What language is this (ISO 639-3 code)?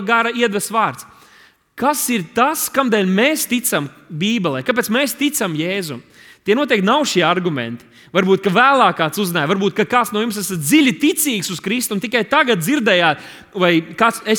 lav